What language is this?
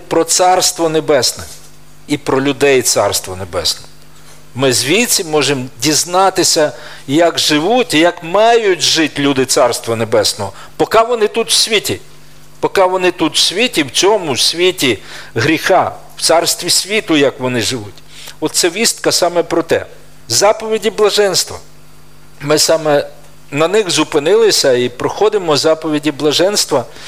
Ukrainian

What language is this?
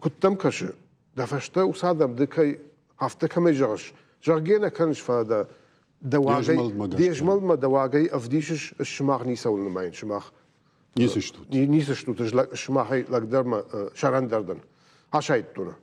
Ossetic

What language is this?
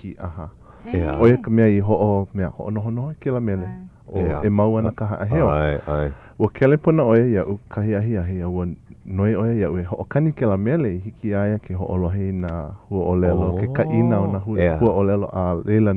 Hawaiian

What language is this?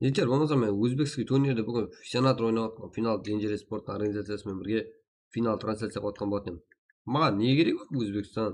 Kara-Kalpak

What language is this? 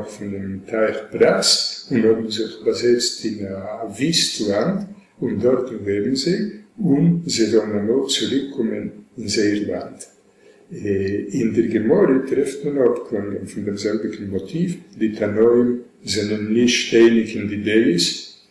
Yiddish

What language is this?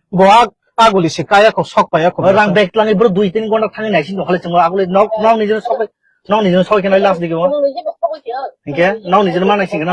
Kok Borok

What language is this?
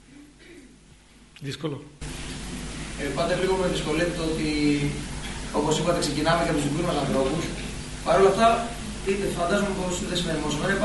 Greek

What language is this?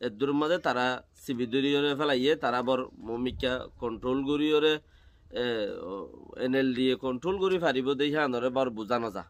Rohingya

